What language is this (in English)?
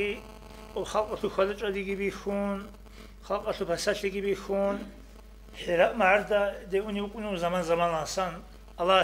Avaric